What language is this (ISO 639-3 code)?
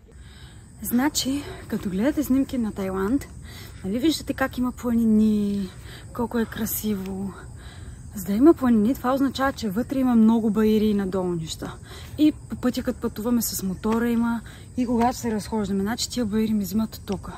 bul